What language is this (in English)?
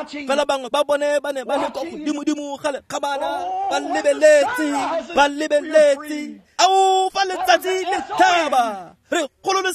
Tswana